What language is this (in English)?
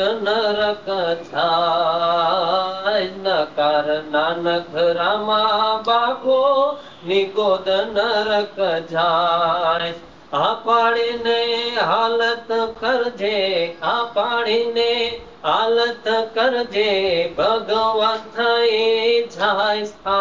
Gujarati